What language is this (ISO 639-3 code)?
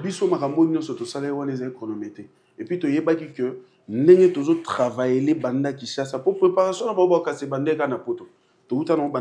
lin